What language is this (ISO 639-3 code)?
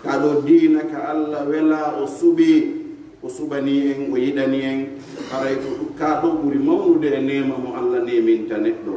fuf